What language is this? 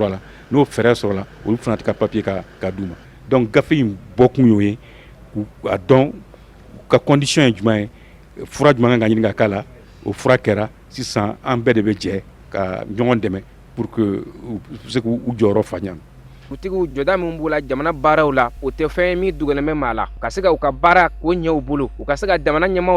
Bambara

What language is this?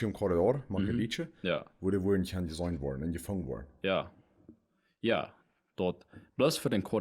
Plautdietsch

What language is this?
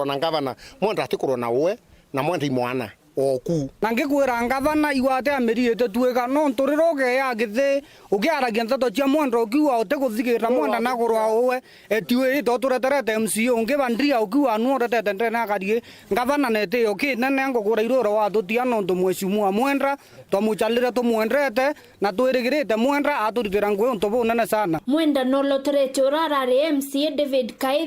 Meru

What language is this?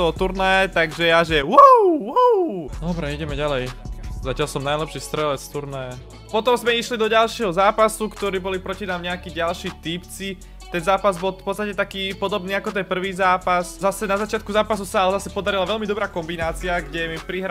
Slovak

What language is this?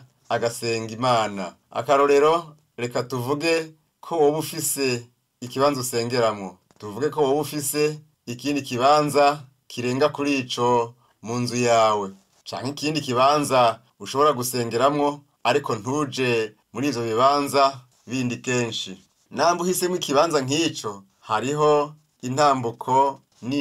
Rundi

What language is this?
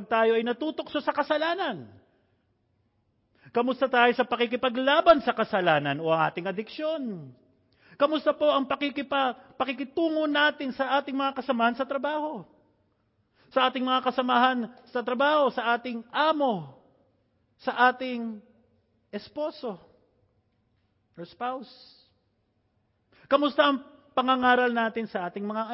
Filipino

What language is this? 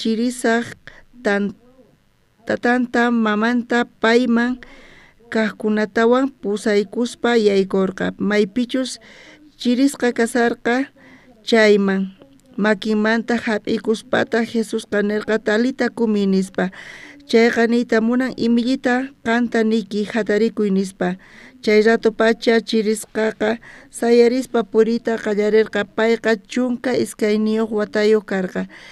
South Bolivian Quechua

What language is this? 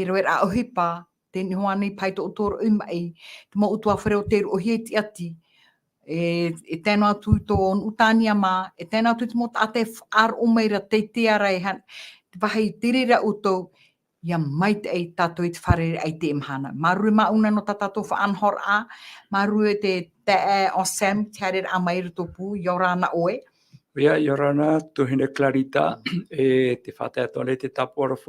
Tahitian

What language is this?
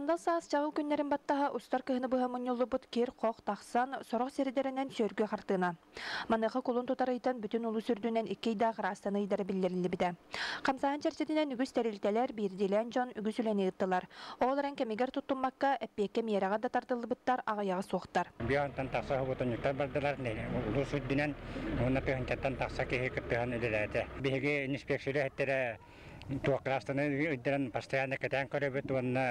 Yakut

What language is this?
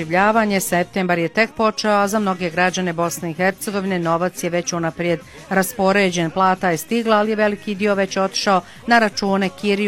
Bosnian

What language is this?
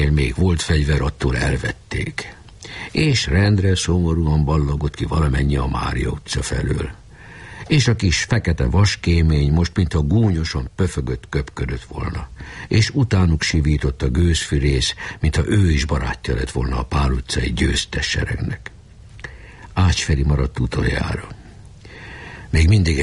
Hungarian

